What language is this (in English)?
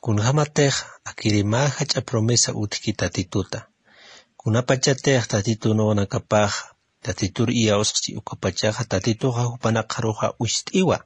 Aymara